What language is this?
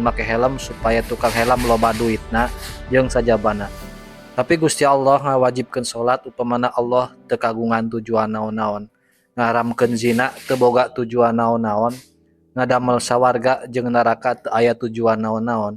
Sundanese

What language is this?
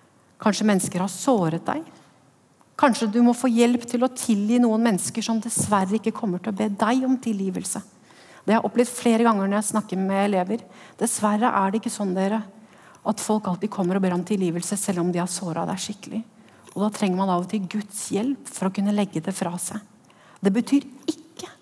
Norwegian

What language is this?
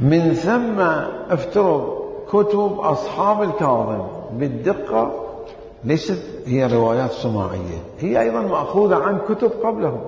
Mesopotamian Arabic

